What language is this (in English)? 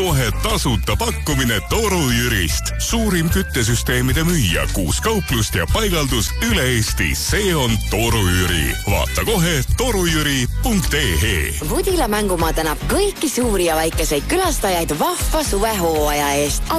Estonian